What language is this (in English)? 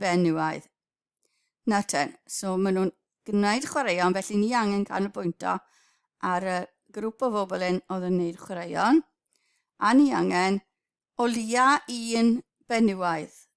Welsh